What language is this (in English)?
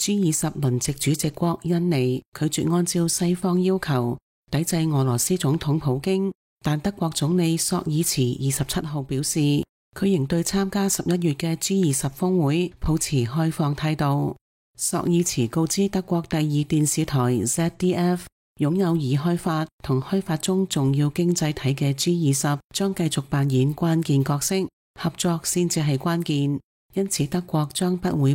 Cantonese